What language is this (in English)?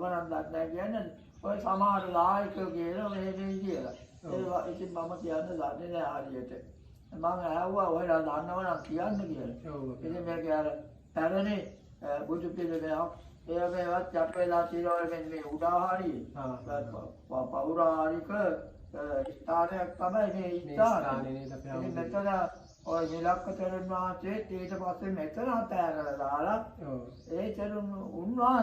Sinhala